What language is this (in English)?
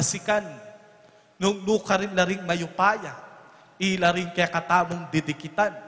Pampanga